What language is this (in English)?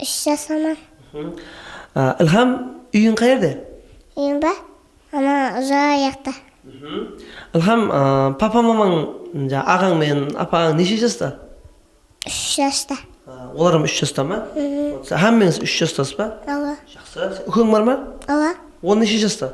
Kara-Kalpak